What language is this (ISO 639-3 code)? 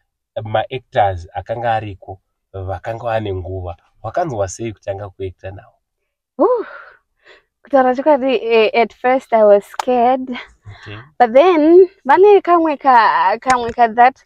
sna